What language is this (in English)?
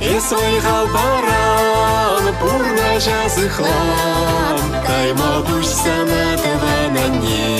Chuvash